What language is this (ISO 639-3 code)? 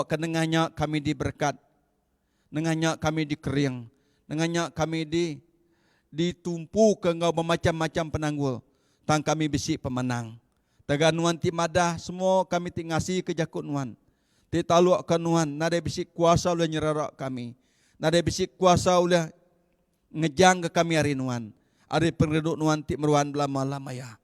iba